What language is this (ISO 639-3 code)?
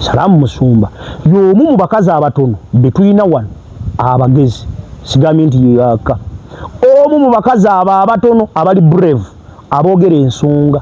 lug